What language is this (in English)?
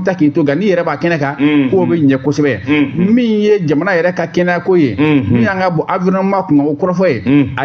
Bambara